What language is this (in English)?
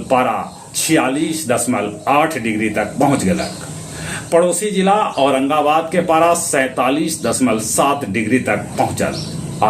Magahi